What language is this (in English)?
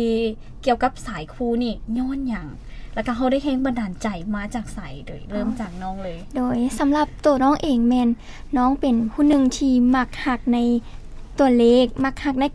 Lao